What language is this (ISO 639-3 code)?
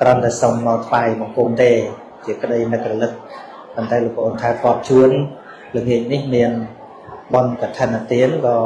khm